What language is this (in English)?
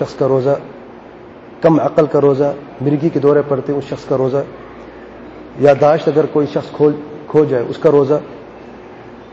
Urdu